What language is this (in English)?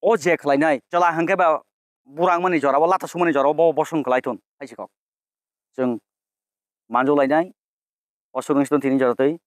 Kok Borok